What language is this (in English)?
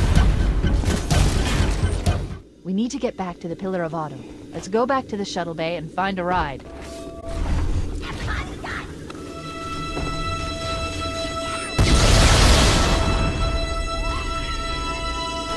English